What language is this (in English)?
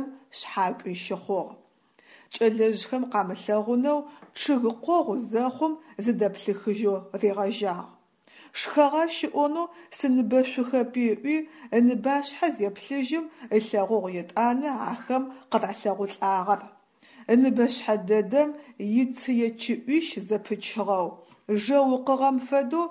Adyghe